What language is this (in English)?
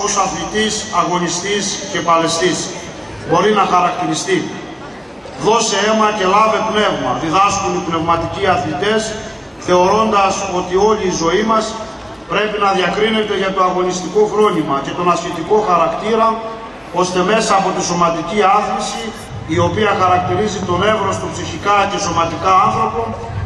Greek